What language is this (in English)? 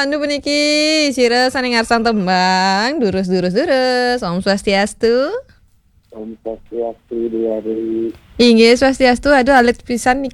Balinese